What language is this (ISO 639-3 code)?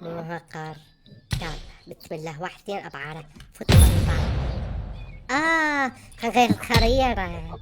acm